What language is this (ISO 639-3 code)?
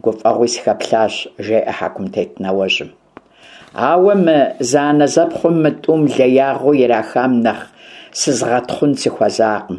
kbd